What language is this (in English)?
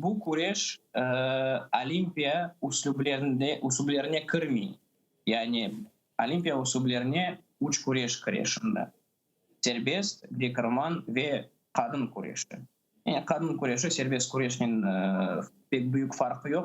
Crimean Tatar